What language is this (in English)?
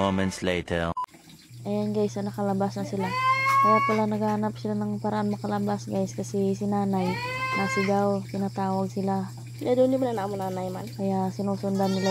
Filipino